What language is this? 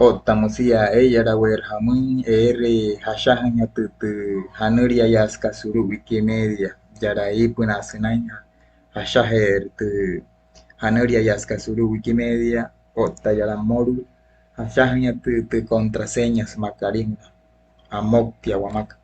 Wayuu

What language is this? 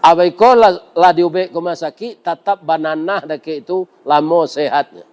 Minangkabau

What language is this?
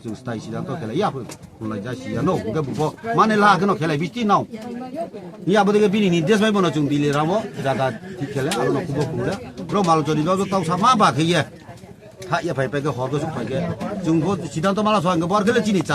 Riang (India)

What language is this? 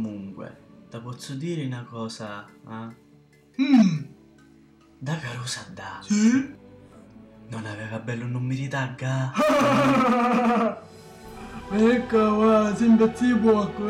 Sicilian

